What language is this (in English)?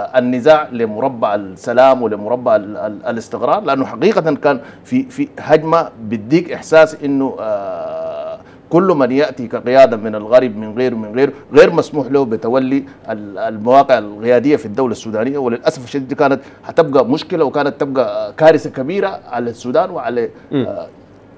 Sudanese Arabic